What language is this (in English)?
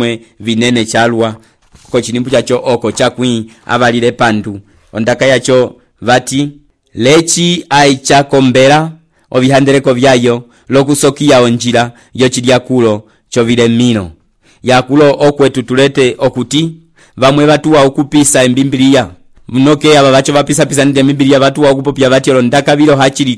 Umbundu